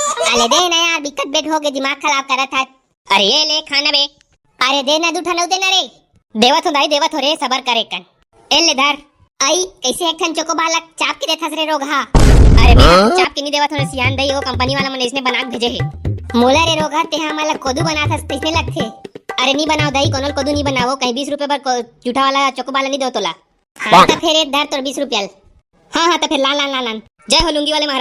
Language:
Chhattisgarhi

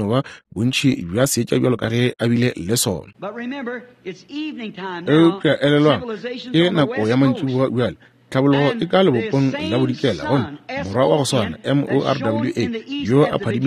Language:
Northern Sotho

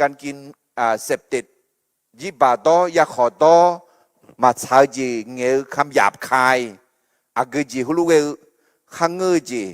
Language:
Akha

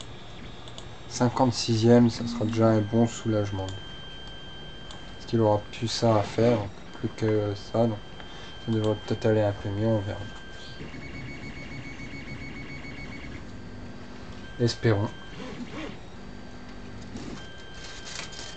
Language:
French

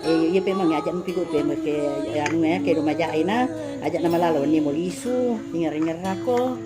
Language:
Buginese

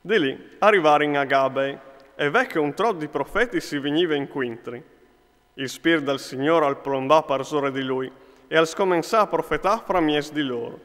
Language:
Friulian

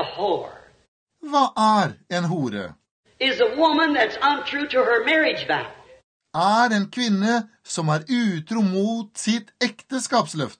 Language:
Norwegian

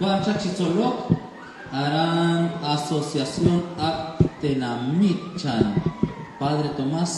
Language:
Kekchí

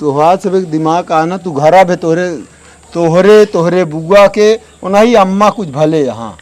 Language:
Awadhi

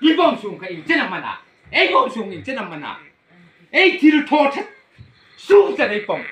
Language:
Hmar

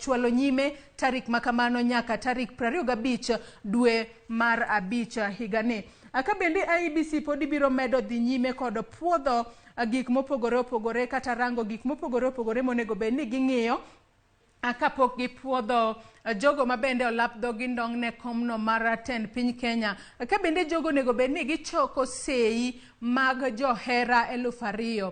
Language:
Luo (Kenya and Tanzania)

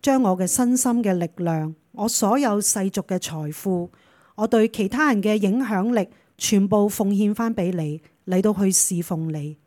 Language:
Cantonese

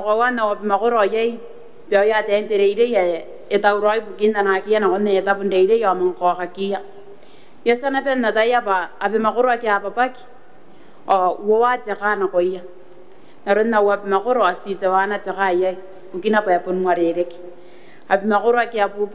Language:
Gilbertese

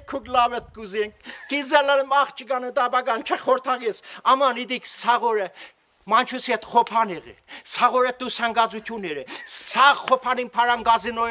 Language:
Armenian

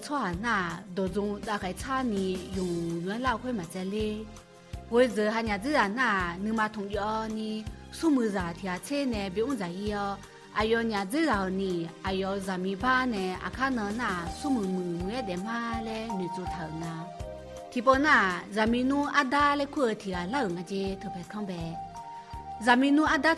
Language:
Akha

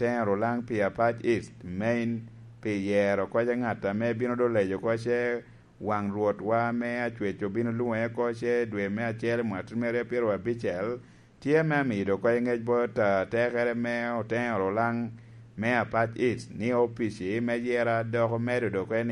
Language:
Lango (Uganda)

